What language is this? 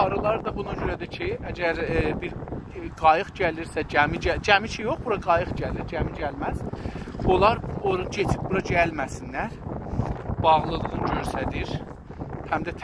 South Azerbaijani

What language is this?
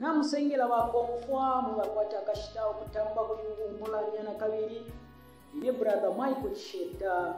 Bemba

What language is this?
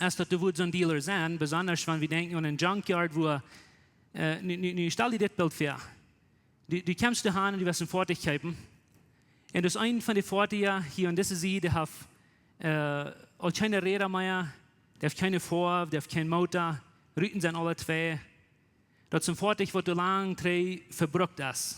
Plautdietsch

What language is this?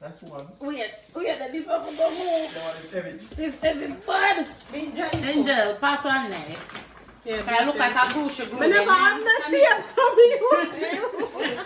Jamaican Creole English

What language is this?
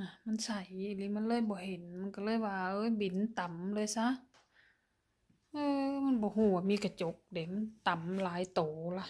Lao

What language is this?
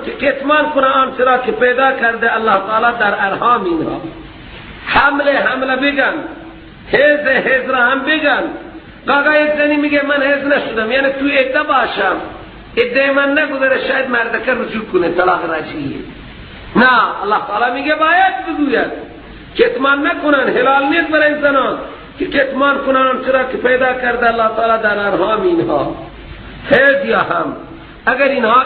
Persian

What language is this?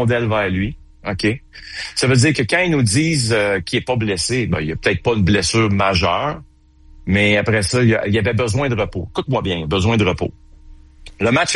French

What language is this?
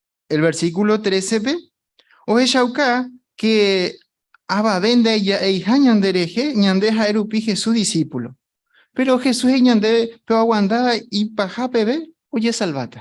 Guarani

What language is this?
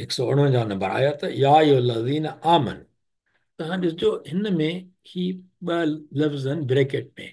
Sindhi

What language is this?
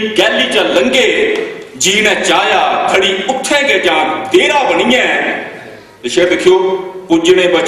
Dogri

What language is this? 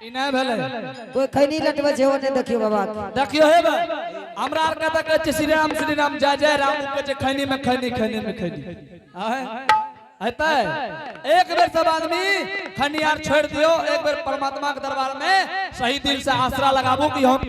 Angika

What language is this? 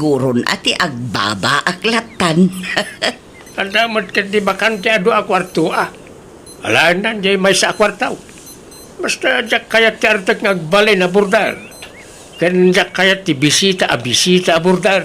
Iloko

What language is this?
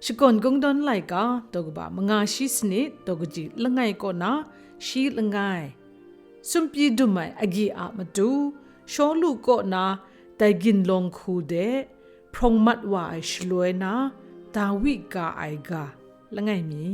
Kachin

